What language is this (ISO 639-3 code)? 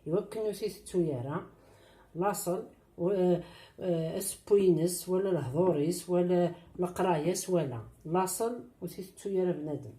kab